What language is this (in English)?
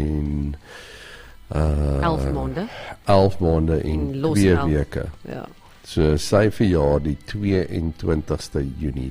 Afrikaans